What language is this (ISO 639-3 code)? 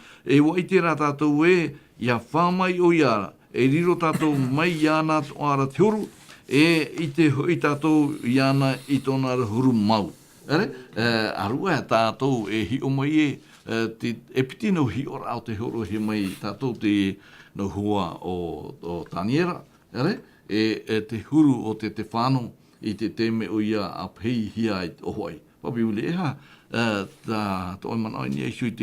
tah